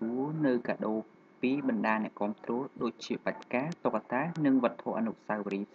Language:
Khmer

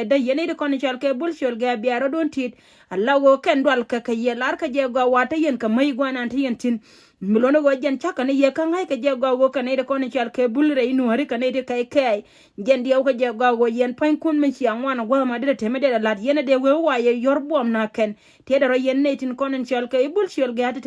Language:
Nuer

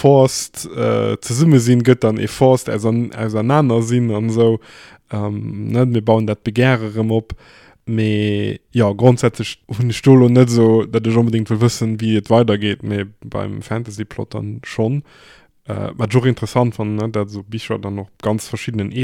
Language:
Luxembourgish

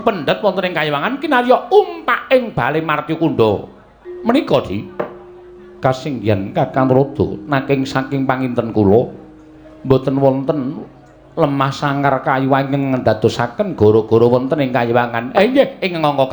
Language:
Javanese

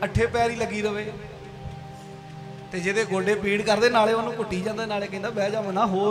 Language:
Punjabi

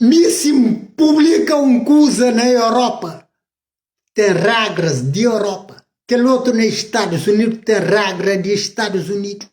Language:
Kabuverdianu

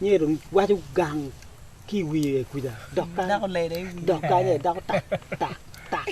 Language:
Acoli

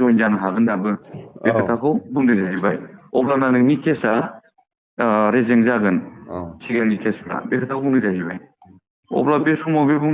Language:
Bodo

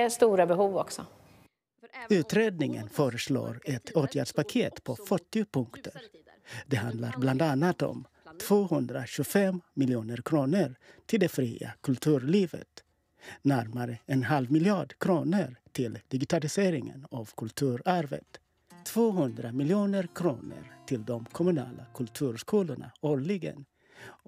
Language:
Swedish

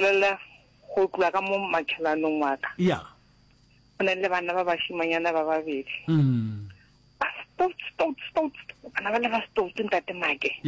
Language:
Northern Sotho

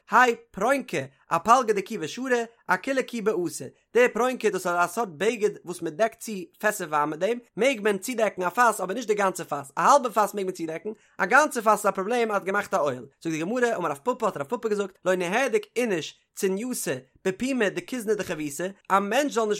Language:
Yiddish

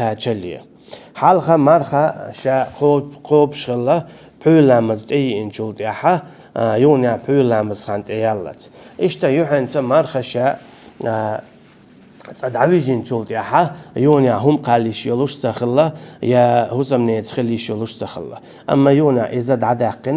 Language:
Chechen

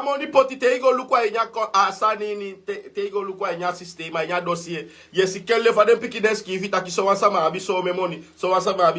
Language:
Sranan Tongo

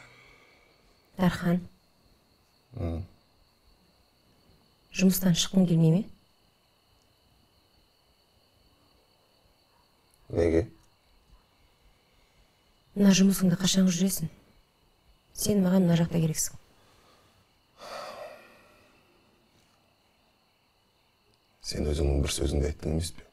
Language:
Kazakh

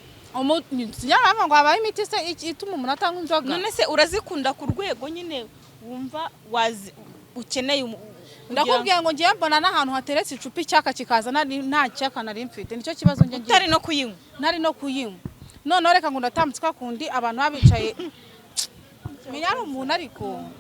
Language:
Kinyarwanda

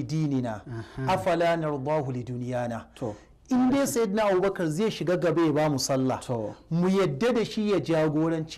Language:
Hausa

